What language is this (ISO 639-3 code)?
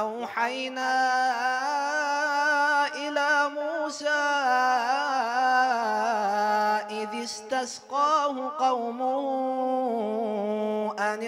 ara